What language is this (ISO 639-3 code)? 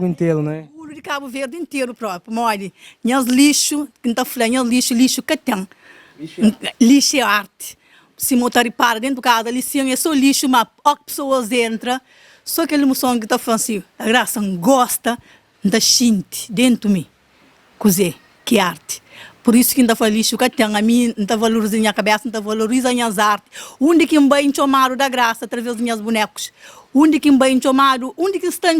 kea